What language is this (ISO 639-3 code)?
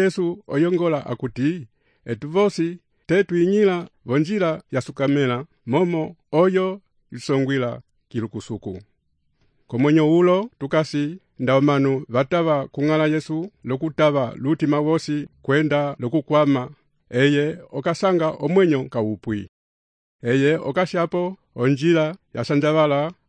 umb